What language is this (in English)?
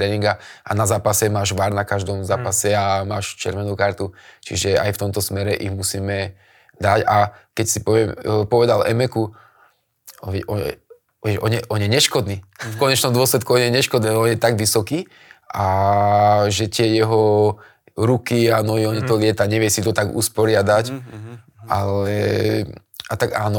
Slovak